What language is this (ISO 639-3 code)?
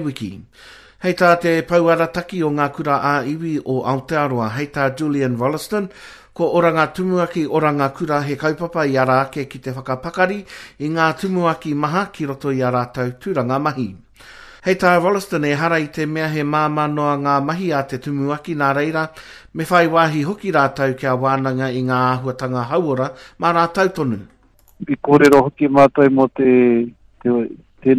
mri